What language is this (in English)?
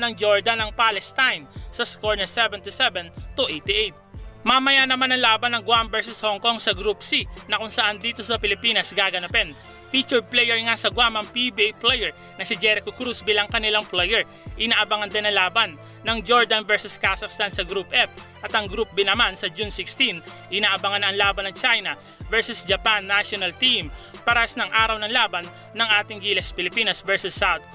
Filipino